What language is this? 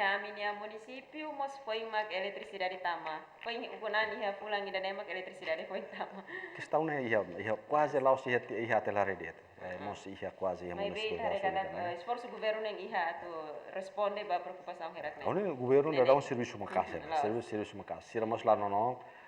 Tetum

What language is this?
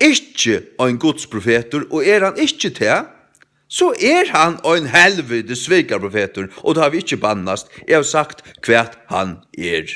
Faroese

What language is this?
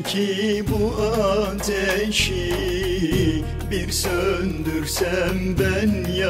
Turkish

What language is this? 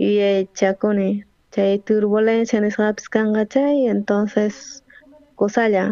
South Bolivian Quechua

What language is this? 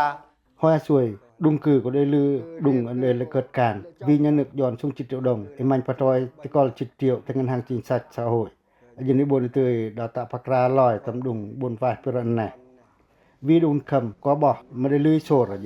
Pacoh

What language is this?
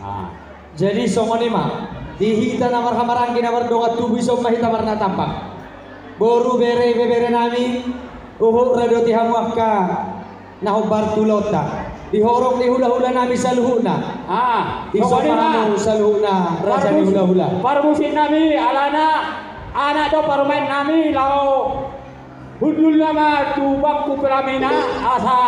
Batak Toba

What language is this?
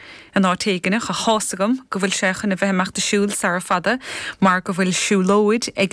Irish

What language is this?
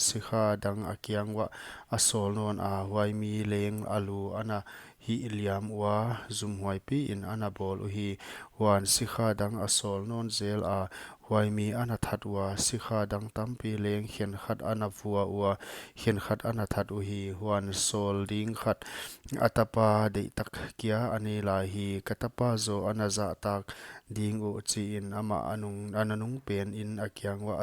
Paite Chin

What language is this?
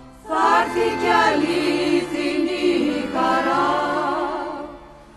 Greek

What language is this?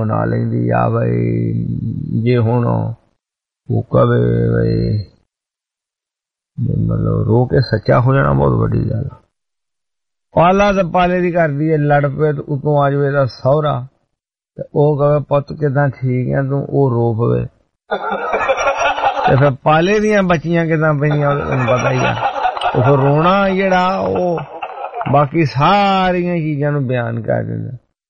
Punjabi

